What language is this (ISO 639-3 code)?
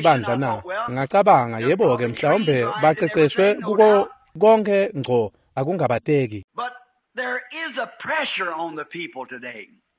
ssw